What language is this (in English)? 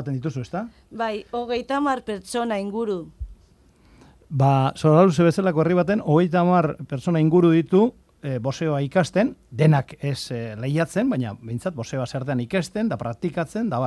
Basque